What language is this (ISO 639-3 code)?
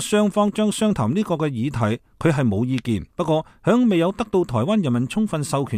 yue